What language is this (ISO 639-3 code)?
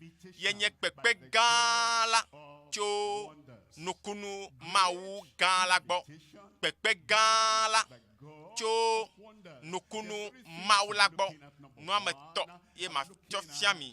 ewe